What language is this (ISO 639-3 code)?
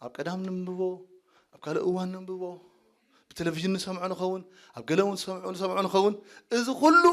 tir